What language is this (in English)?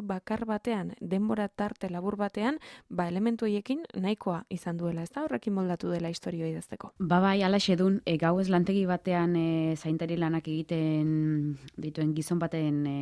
Basque